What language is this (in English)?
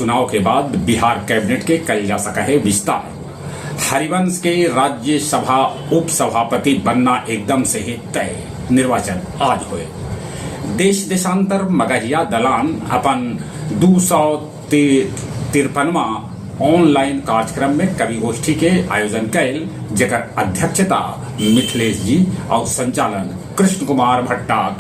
Magahi